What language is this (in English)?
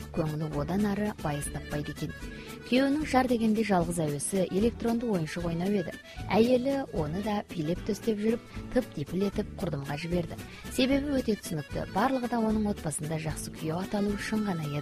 Kazakh